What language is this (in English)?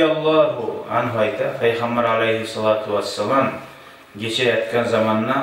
Kumyk